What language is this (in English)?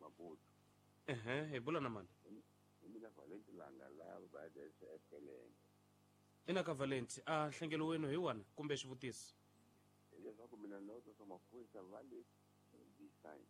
Tsonga